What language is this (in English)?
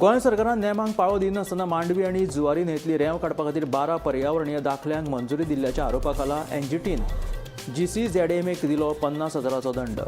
Konkani